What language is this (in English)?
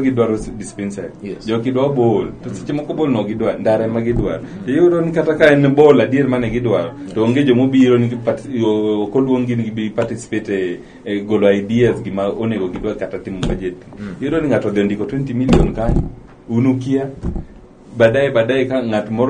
Luo (Kenya and Tanzania)